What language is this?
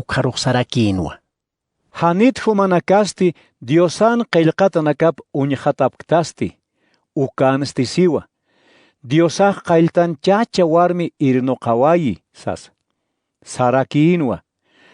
Aymara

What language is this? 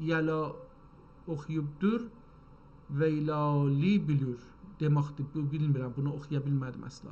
South Azerbaijani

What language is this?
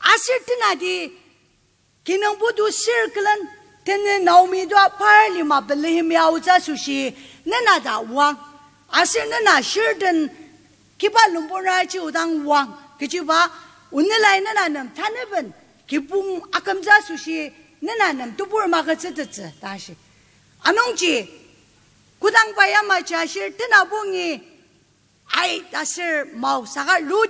Ao Naga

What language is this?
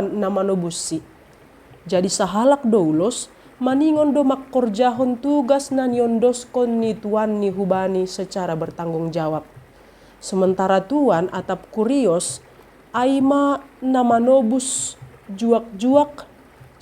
Batak Simalungun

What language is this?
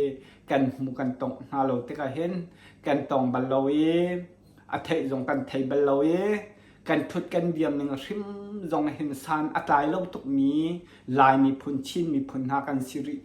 Hakha Chin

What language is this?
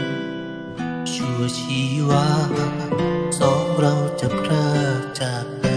Thai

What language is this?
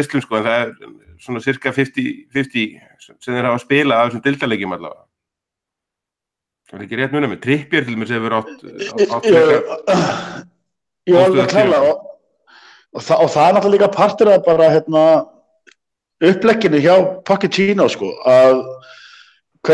Icelandic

